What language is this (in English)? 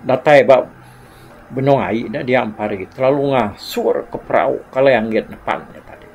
Iban